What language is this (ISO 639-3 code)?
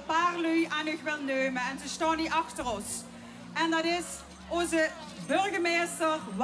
lim